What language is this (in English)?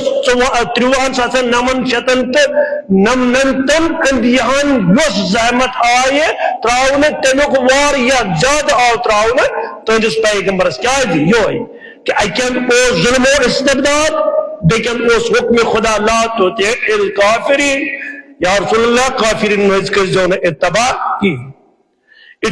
Kashmiri